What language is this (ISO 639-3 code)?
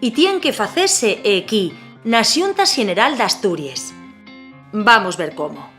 ast